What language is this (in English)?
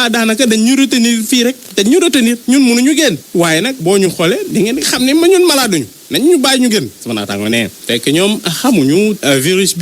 Wolof